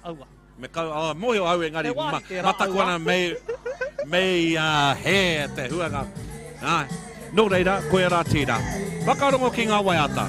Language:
Māori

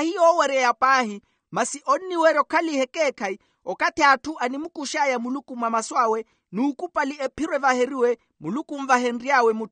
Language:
Makhuwa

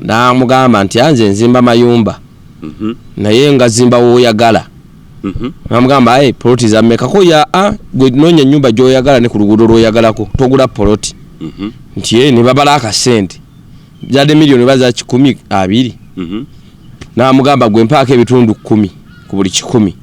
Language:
Ganda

